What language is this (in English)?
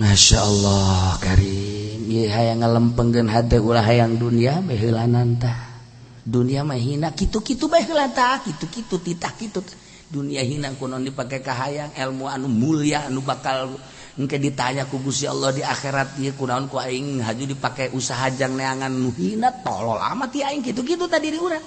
Sundanese